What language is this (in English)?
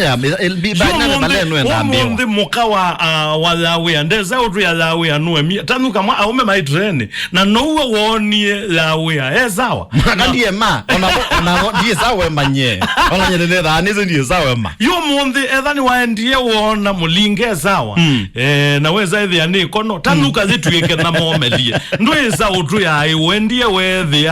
Kamba